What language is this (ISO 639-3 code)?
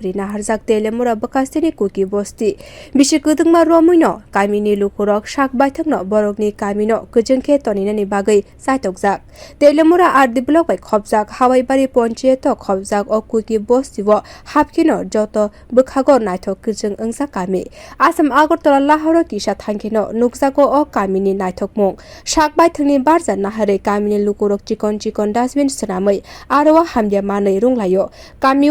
trp